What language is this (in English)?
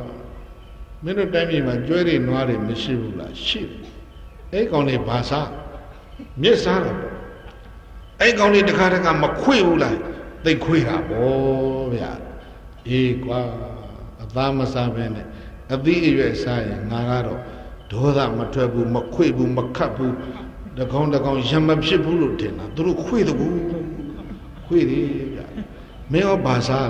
Burmese